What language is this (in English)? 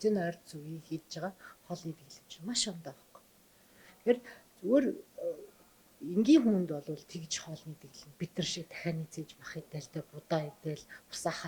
Mongolian